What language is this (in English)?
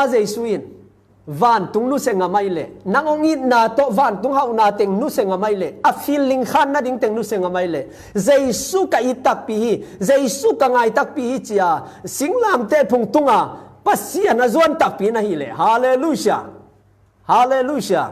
Tedim Chin